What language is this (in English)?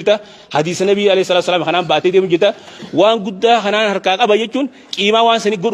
Oromo